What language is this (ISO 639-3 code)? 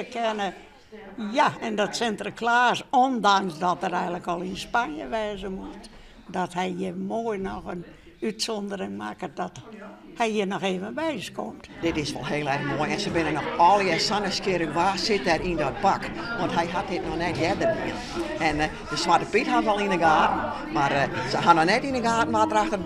fry